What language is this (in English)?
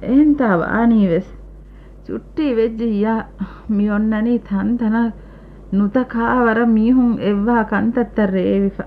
Divehi